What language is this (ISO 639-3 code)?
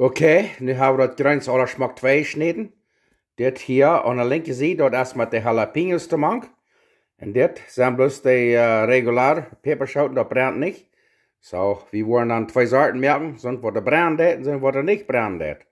pdt